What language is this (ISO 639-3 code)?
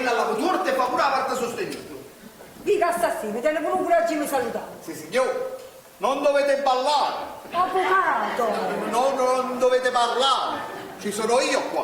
nap